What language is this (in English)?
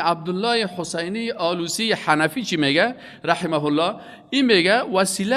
Persian